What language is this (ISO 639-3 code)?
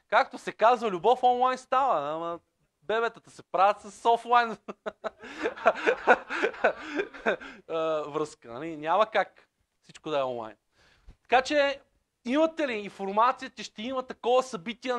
bul